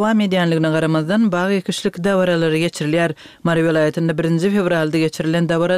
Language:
Turkmen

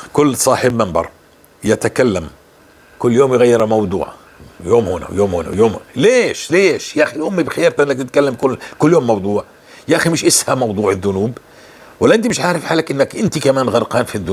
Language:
North Levantine Arabic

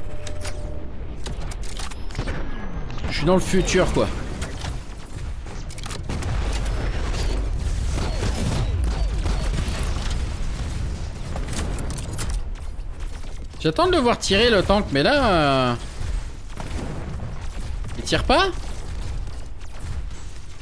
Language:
French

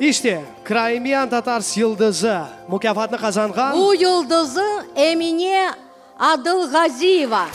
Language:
Crimean Tatar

